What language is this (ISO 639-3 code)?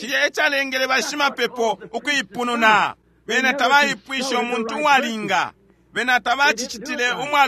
bem